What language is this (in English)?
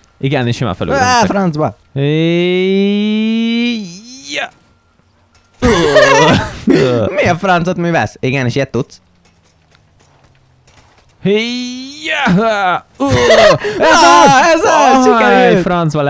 Hungarian